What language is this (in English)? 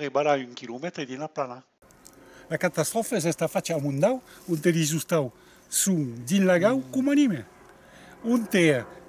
Occitan